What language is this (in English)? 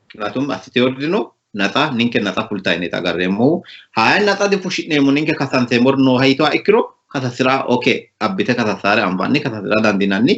Sidamo